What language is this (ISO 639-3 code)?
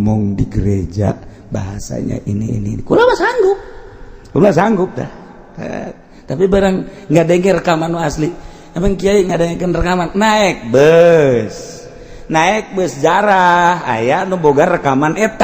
sun